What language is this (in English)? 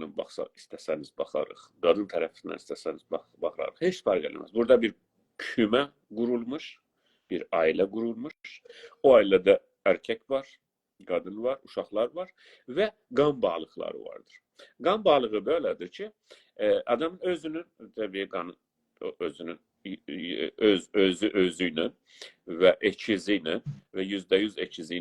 South Azerbaijani